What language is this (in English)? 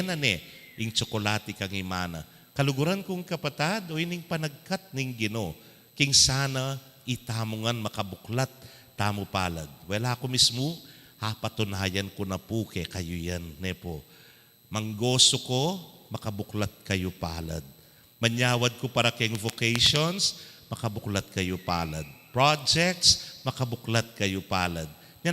Pampanga